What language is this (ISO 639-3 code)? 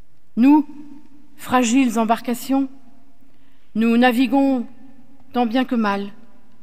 fra